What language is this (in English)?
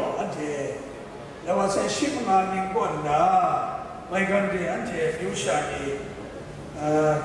Kachin